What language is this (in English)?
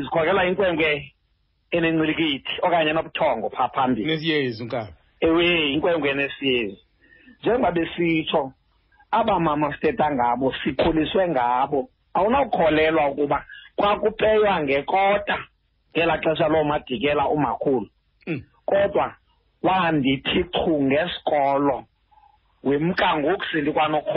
Xhosa